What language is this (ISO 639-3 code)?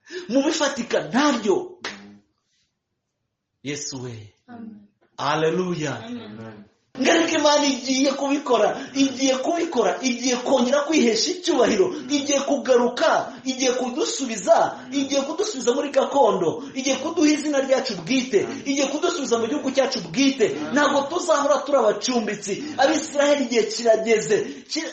kin